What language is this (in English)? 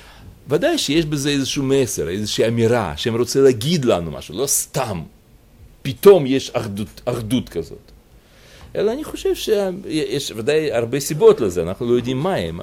Hebrew